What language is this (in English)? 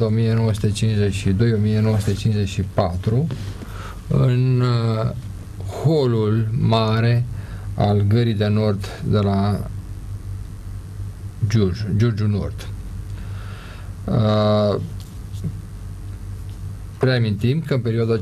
Romanian